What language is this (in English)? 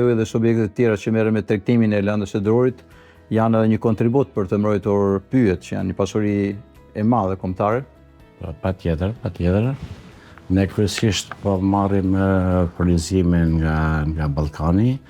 Albanian